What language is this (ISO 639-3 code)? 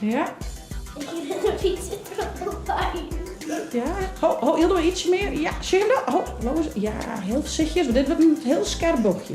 fry